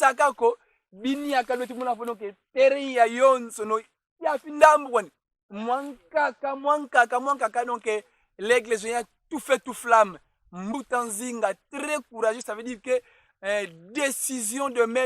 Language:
Kongo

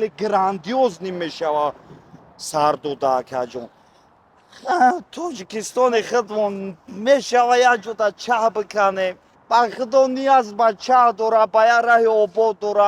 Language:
Tajik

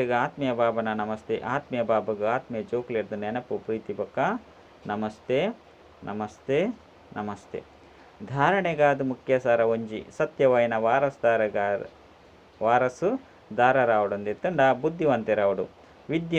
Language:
Tulu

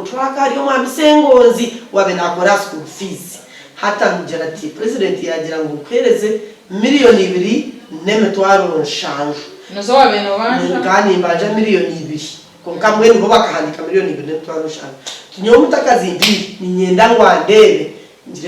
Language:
Nyankole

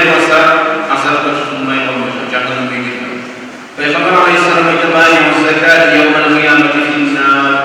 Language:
Kumyk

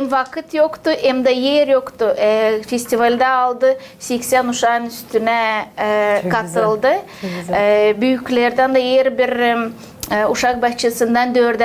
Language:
Gagauz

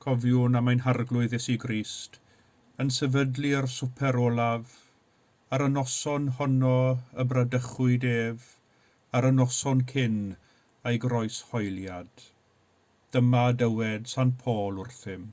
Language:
Welsh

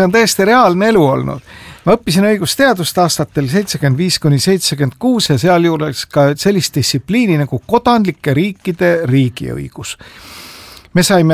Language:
Estonian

